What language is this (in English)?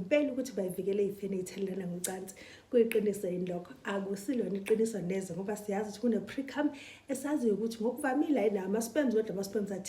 Zulu